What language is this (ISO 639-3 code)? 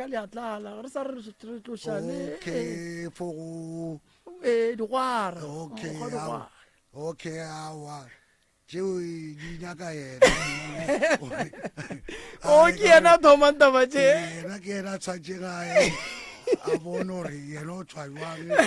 nso